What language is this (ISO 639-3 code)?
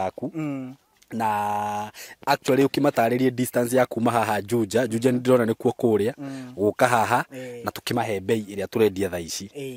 kik